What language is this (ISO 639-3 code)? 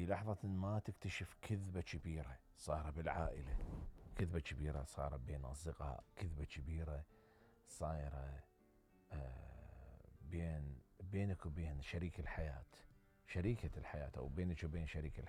acm